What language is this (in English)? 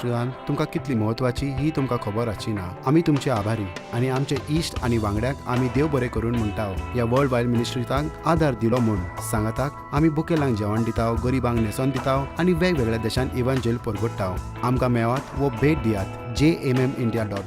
Konkani